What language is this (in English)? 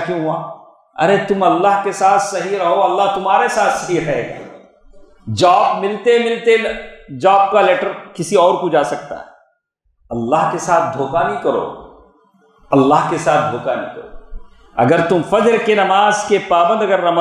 Urdu